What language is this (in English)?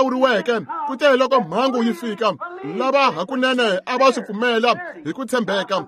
Tsonga